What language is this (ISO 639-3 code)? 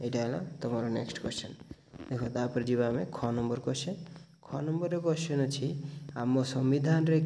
ori